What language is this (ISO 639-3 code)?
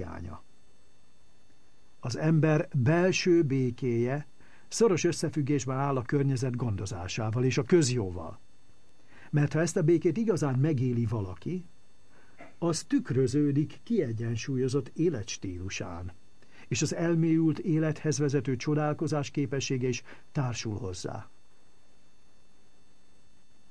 hun